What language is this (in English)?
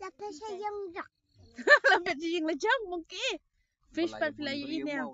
Khasi